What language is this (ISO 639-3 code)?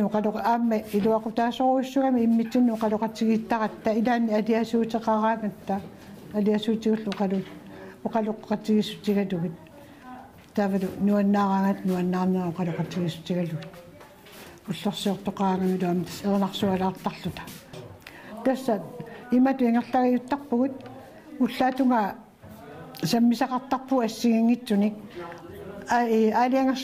kal